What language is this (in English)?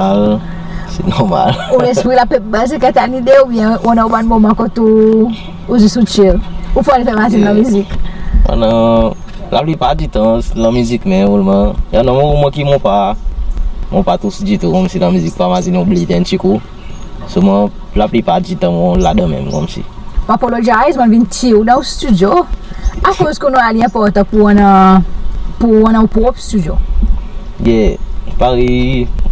Seselwa Creole French